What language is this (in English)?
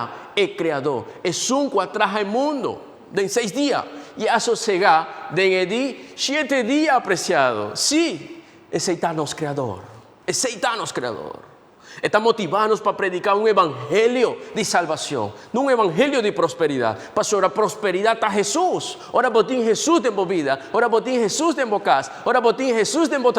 Papiamento